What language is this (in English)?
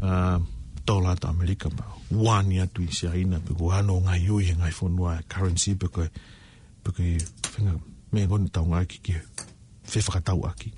Tongan